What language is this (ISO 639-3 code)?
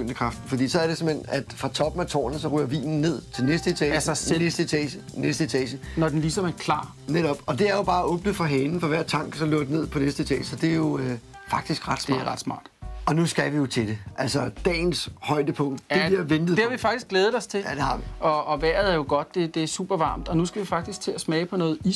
dan